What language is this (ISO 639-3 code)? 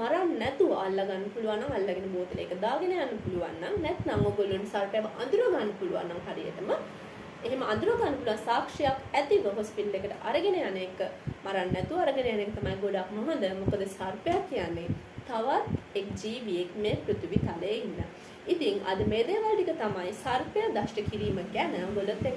sin